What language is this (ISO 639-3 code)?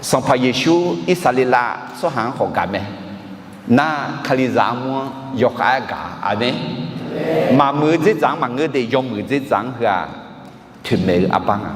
ahk